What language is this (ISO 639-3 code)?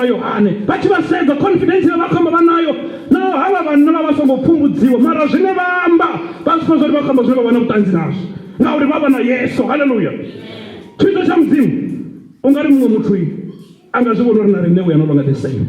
ven